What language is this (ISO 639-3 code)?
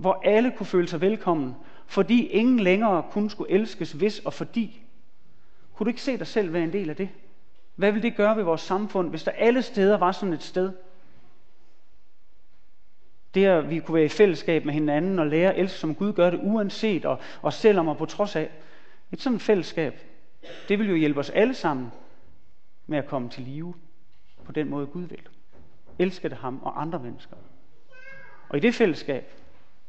dan